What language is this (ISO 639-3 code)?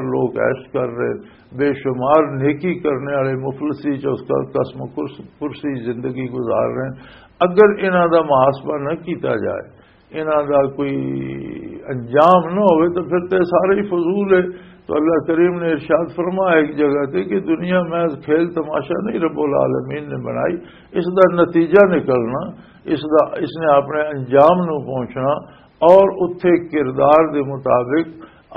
lah